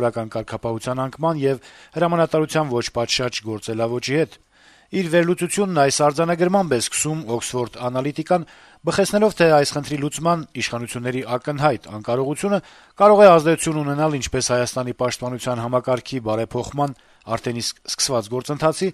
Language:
Armenian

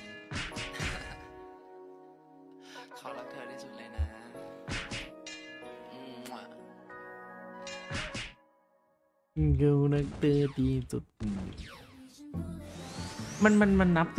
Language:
Thai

